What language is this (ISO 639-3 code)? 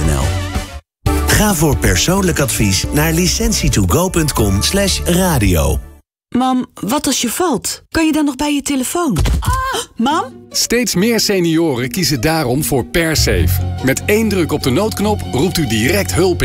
nld